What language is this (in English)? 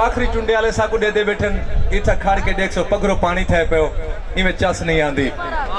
Saraiki